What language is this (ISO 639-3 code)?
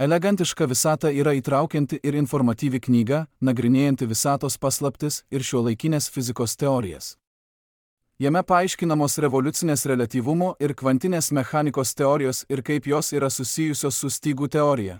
lit